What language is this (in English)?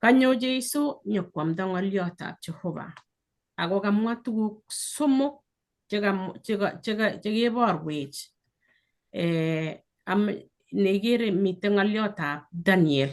Kalenjin